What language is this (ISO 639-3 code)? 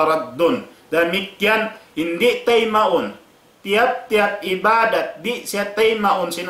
tsg